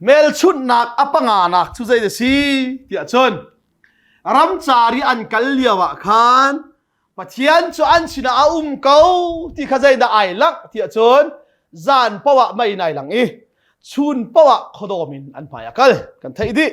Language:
Hakha Chin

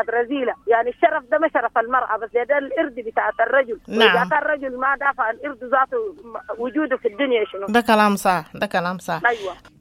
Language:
Sudanese Arabic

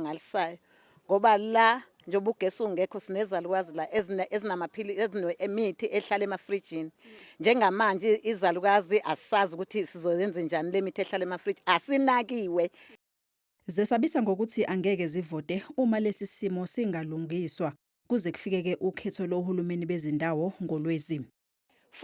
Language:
Zulu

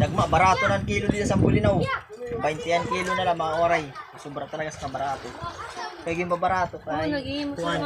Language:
Waray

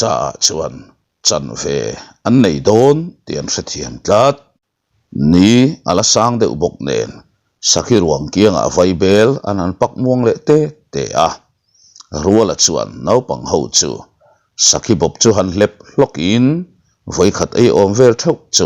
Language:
Mizo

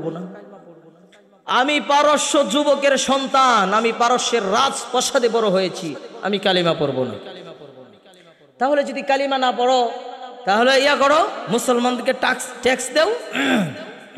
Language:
Bangla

